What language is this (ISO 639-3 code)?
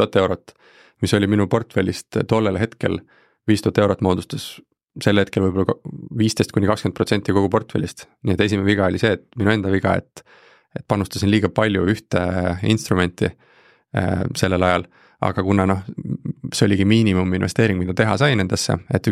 est